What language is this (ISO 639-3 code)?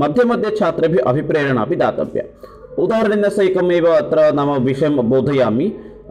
san